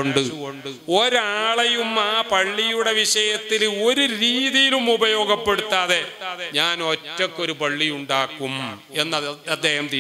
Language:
Malayalam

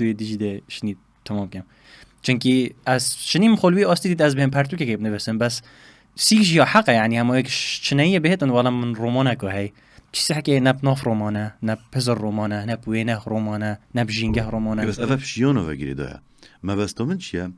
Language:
Kurdish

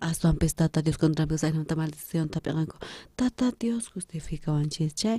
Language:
South Bolivian Quechua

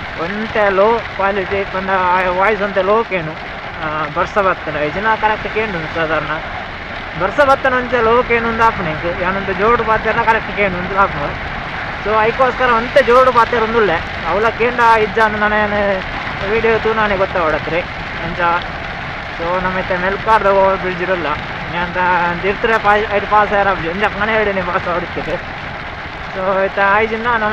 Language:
Tulu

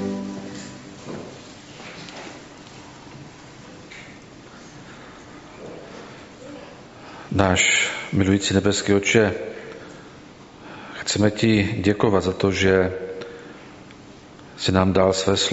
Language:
Czech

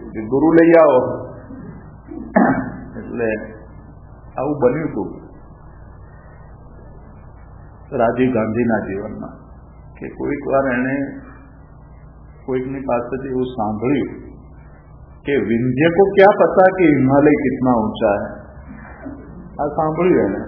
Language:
Gujarati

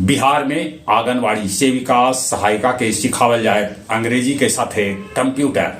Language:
Magahi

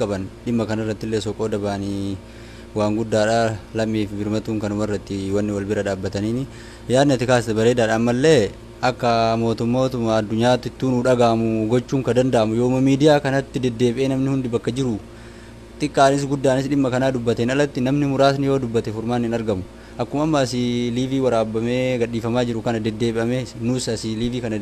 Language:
Oromo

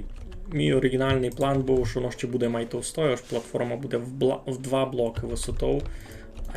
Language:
Rusyn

